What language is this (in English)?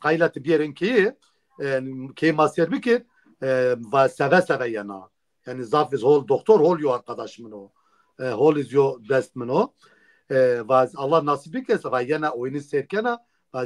Zaza